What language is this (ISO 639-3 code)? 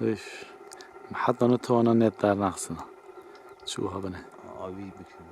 kur